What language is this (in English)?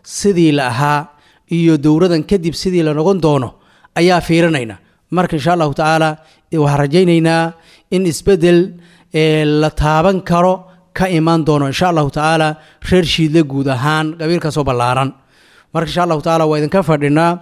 Somali